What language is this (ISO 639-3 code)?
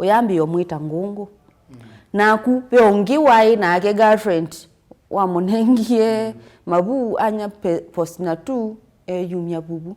kam